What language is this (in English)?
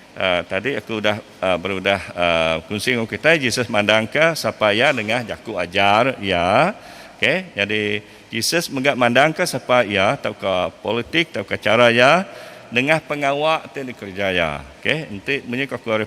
Iban